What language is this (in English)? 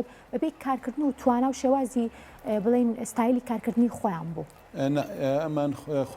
Central Kurdish